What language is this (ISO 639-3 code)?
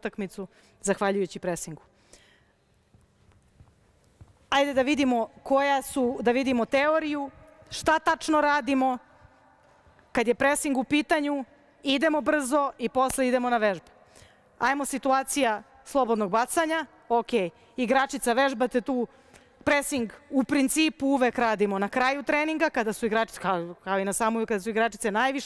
srp